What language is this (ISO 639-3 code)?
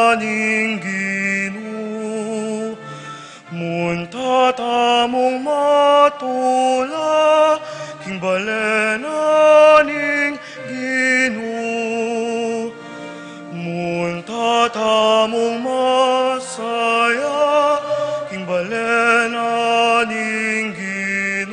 pam